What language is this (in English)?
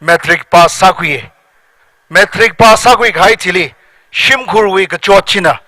Tangkhul Naga (India)